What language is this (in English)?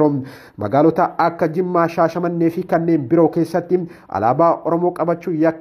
Oromo